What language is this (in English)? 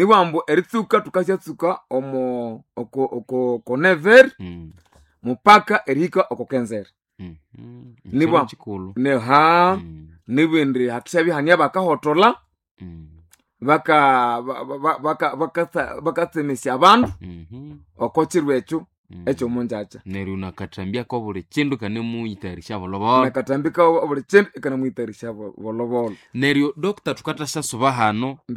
Nande